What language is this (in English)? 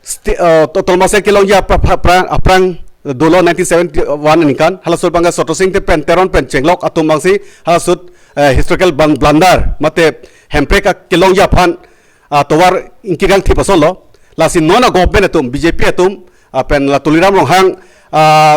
Karbi